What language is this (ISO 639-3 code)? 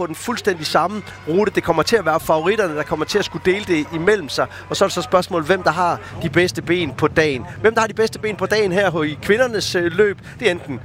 dan